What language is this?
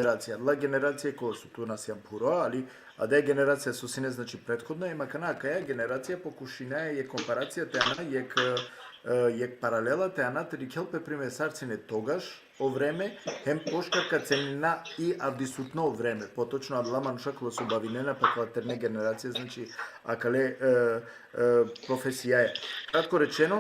Balkan Romani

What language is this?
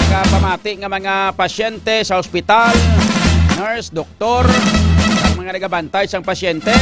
Hiligaynon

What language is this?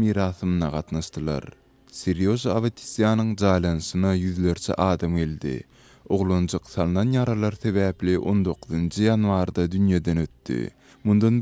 Turkmen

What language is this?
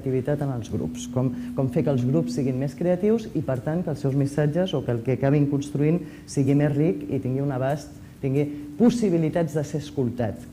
Catalan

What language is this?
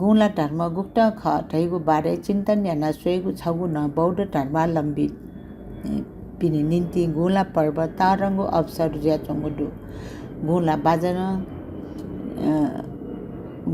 Newari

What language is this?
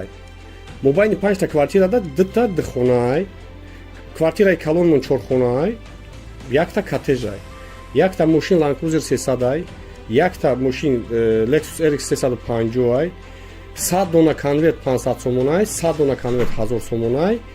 Tajik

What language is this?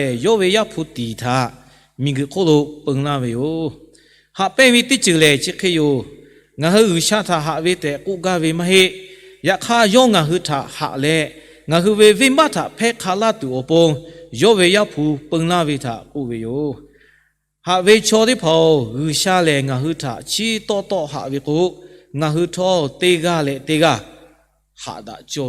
Lahu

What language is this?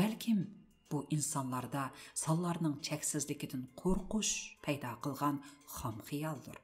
Uyghur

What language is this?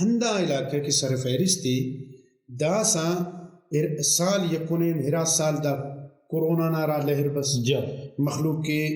Brahui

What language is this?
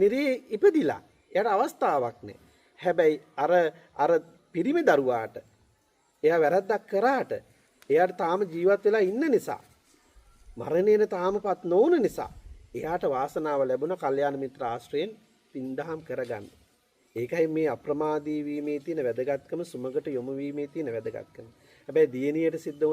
Sinhala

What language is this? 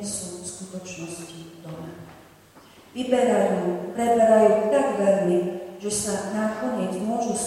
Slovak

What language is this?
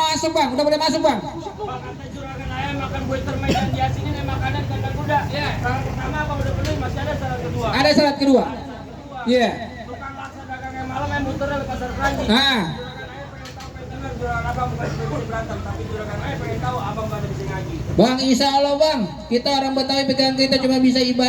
Betawi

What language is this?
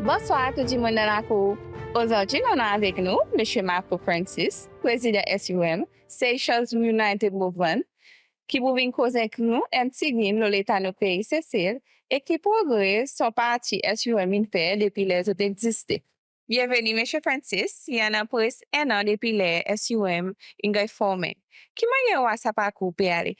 Seselwa Creole French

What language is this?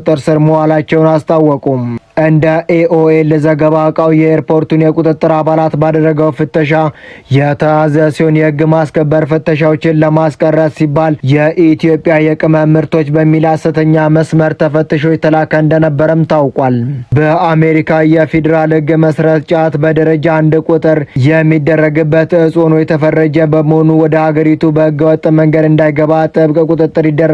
Amharic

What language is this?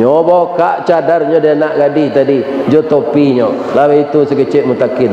Minangkabau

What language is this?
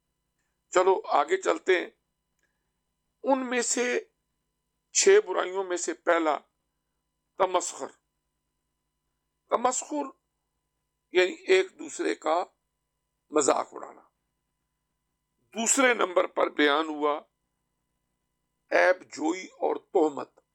Urdu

